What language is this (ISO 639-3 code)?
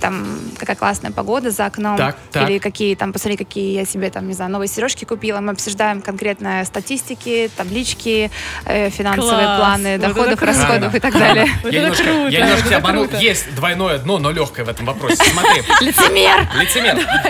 rus